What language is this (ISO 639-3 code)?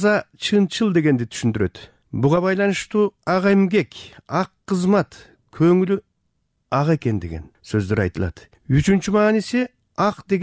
kir